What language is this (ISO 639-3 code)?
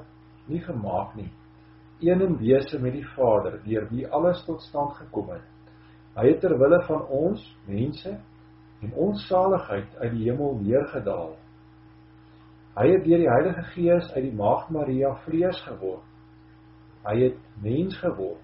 afr